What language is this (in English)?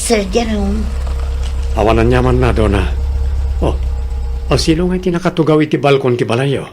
Iloko